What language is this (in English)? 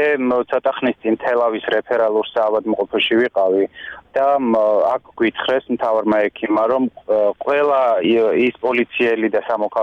Georgian